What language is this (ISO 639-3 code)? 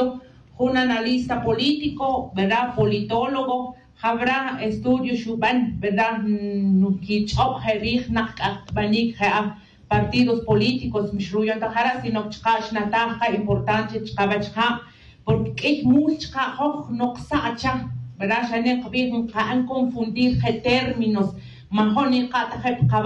tzj